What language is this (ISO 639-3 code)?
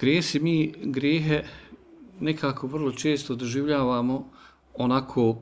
bos